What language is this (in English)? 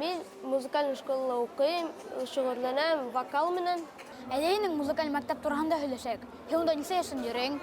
Bashkir